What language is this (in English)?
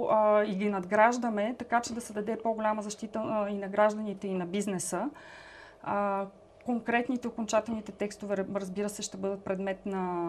Bulgarian